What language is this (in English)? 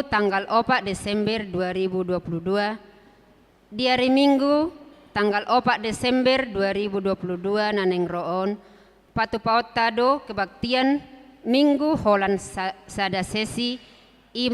Batak Toba